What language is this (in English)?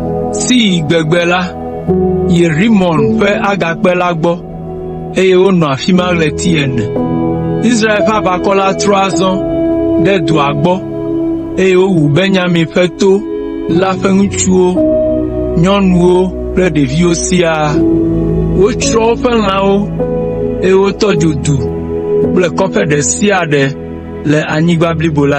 Ewe